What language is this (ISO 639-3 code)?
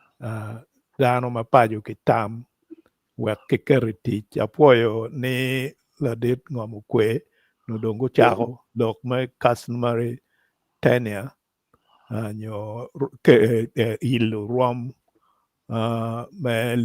ach